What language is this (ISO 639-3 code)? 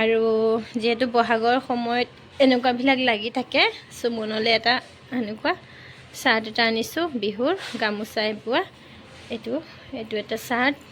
asm